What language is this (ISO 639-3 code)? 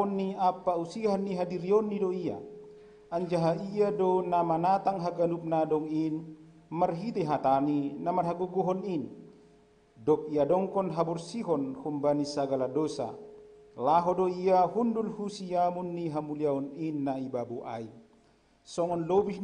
bts